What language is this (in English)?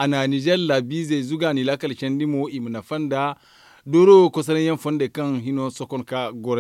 Zarma